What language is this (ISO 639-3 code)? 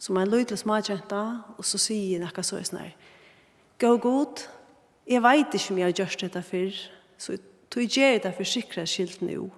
fao